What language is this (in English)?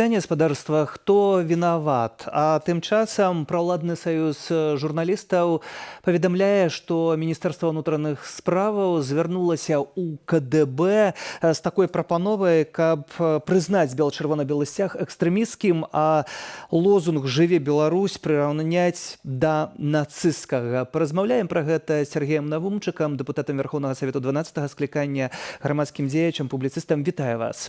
Belarusian